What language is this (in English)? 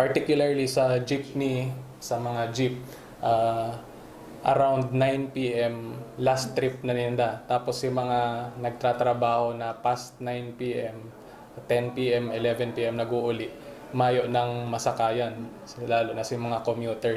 Bikol